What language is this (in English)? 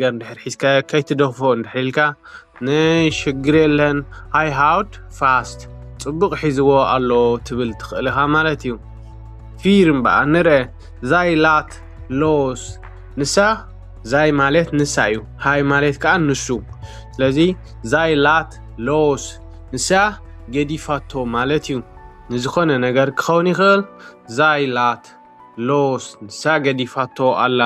Tigrinya